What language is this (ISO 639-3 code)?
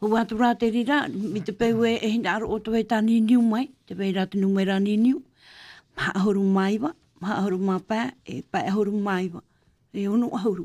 tah